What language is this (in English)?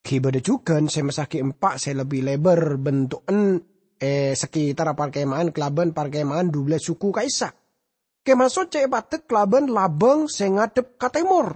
Madurese